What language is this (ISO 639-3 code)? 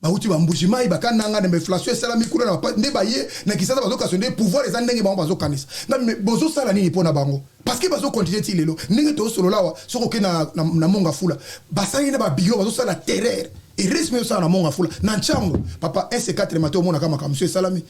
lin